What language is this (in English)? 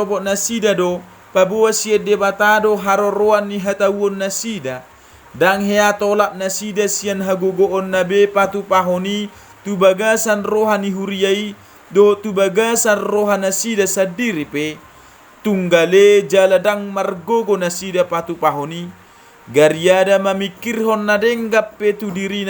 Batak Toba